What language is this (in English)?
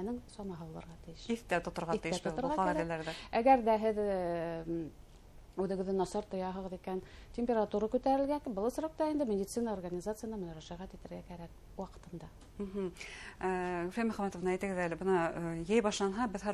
Bashkir